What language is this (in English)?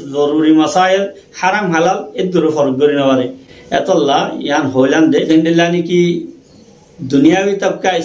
Rohingya